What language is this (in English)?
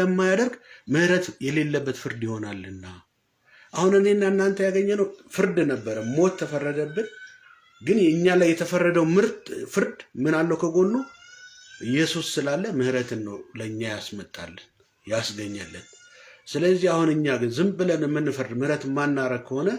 Amharic